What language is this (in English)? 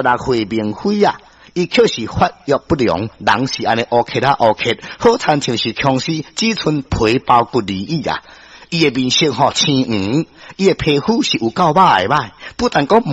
Min Nan Chinese